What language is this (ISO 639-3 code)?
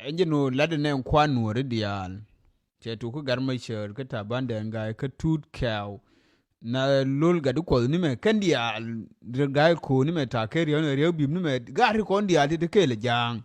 nus